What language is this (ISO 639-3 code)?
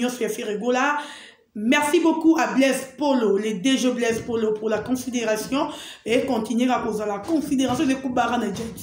lin